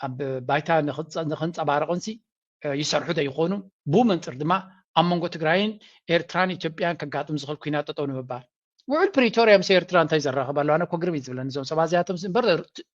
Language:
Tigrinya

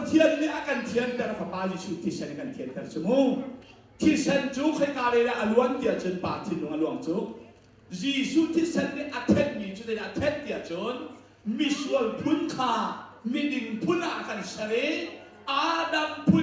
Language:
Hakha Chin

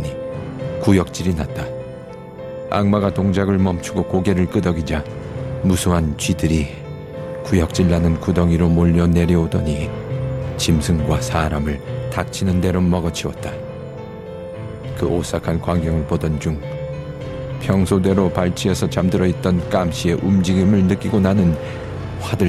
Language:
Korean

